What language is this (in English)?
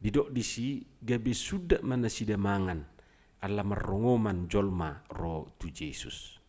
Batak Toba